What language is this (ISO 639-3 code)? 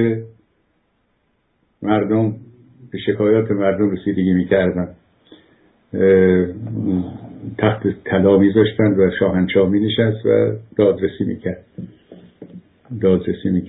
fas